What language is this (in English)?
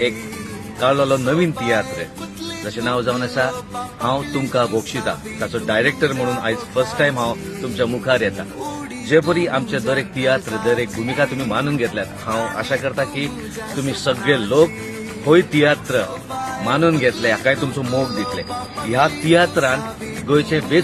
Konkani